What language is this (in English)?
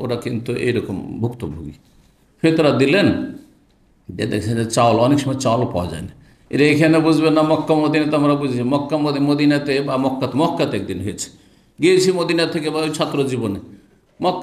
Bangla